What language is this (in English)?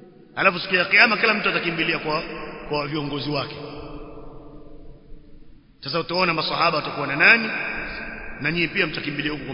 Swahili